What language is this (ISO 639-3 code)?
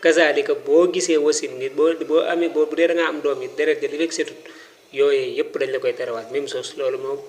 wol